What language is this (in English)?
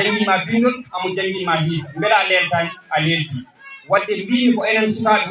Fula